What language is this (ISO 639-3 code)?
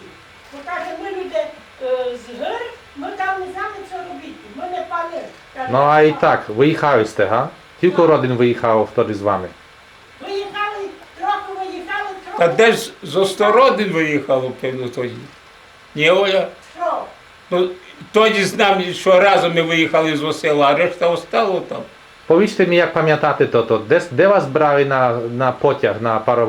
rue